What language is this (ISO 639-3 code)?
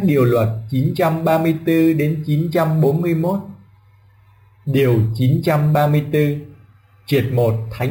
vie